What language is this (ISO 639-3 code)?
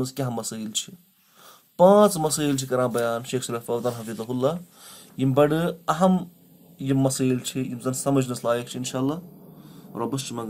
kas